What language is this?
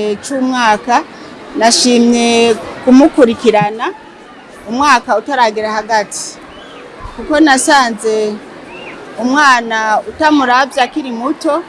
Rundi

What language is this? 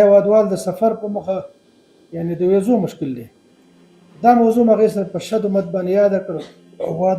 Pashto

